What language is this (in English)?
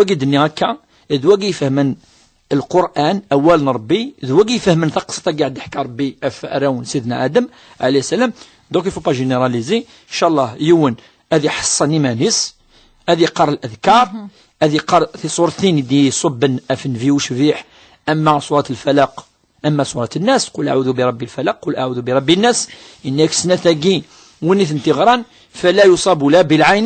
Kabyle